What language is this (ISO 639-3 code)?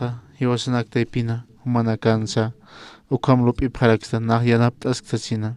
aym